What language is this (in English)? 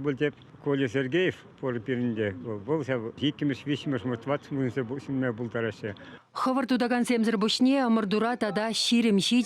Chuvash